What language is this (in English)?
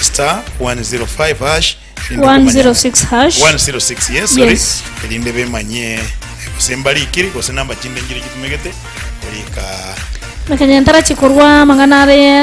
Gusii